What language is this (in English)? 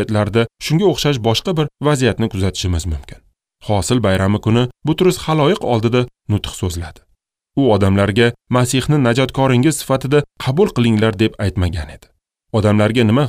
Uzbek